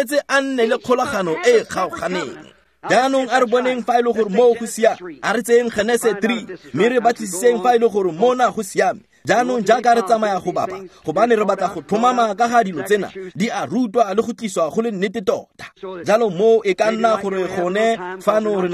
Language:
Tswana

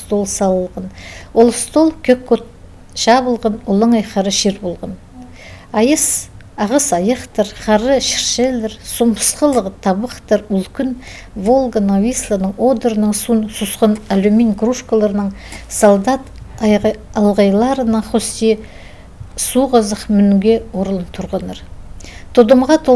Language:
Khakas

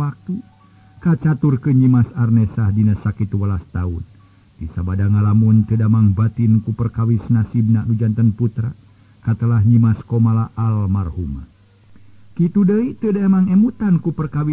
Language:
Sundanese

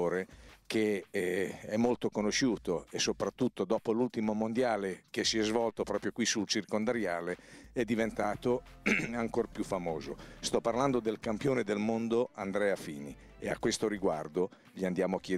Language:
Italian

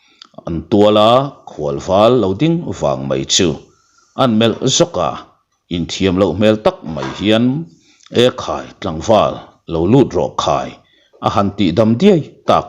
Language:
Mizo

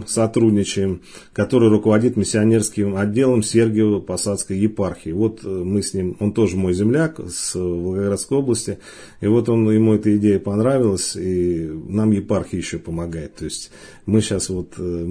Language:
Russian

